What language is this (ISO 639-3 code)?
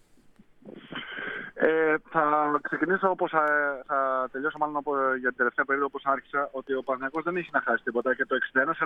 ell